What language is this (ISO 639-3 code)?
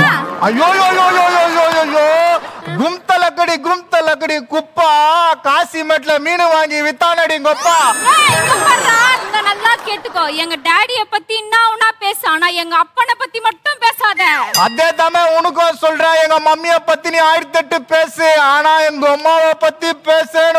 tam